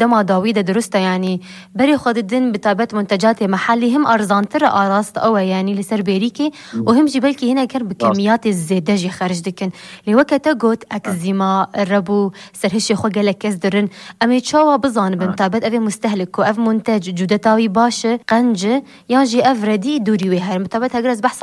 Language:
Kurdish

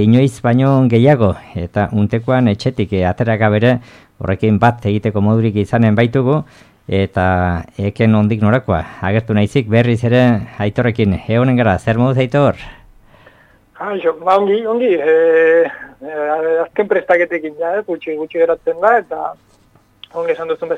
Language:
Basque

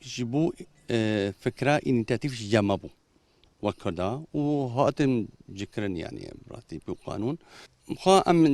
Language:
Kurdish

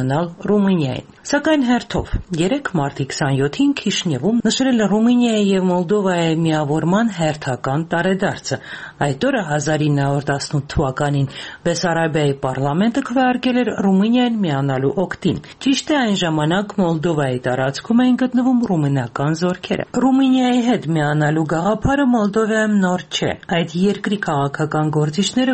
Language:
Armenian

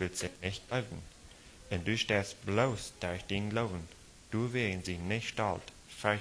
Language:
Plautdietsch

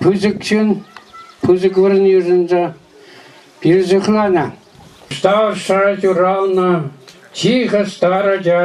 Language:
Chuvash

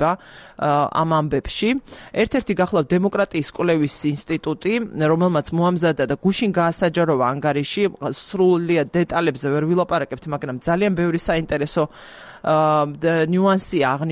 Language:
Georgian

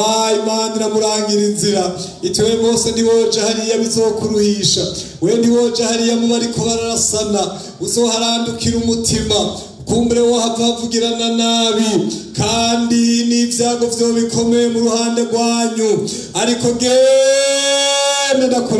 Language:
Rundi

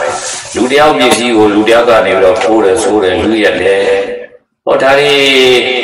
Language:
Burmese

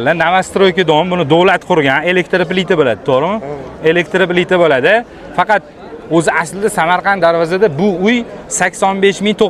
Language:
Uzbek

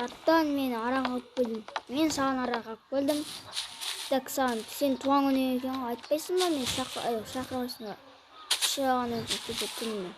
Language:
Kazakh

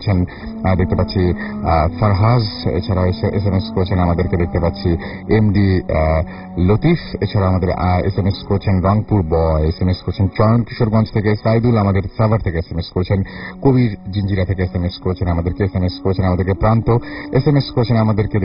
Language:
Bangla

